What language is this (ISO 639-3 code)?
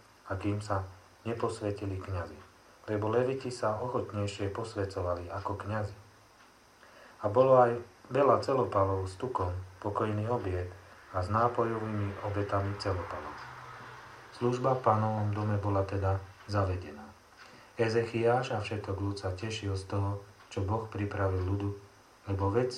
slk